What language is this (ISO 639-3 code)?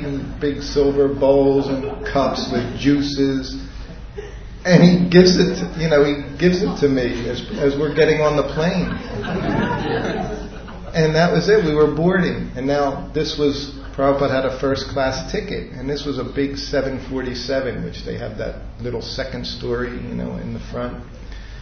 eng